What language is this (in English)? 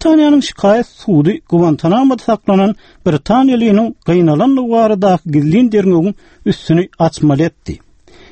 Turkmen